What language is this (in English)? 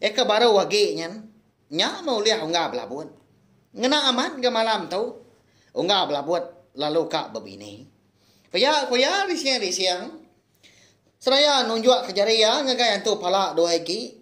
Iban